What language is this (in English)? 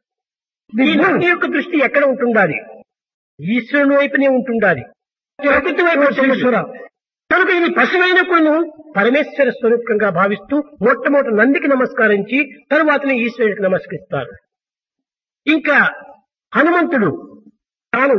Telugu